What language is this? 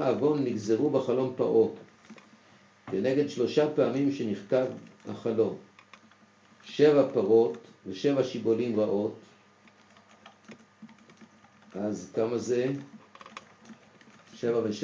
Hebrew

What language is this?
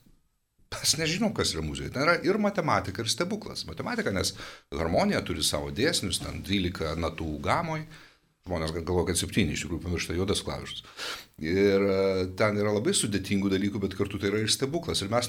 Lithuanian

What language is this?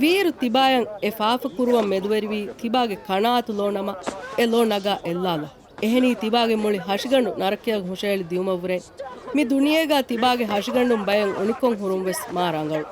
Divehi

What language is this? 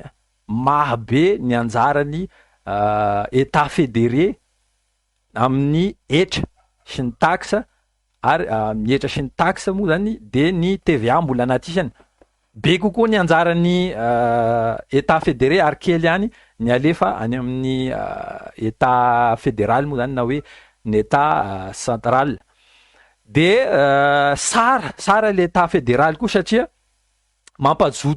Malagasy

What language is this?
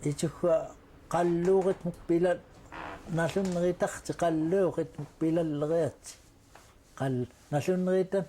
Central Yupik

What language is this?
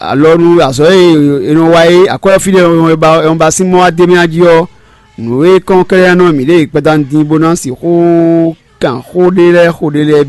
Fon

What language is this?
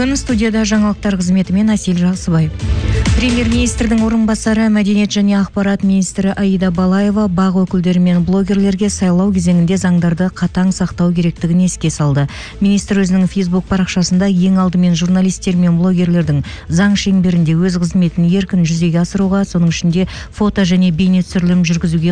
Kazakh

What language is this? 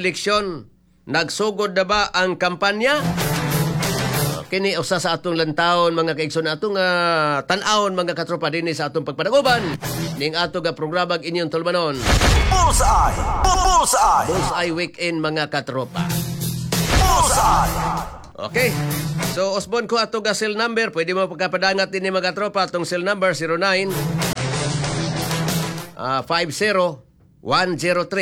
Cebuano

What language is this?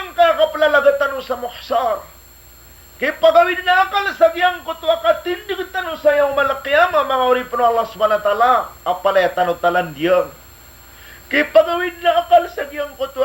Maranao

